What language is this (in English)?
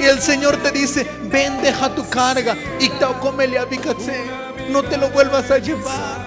Tzotzil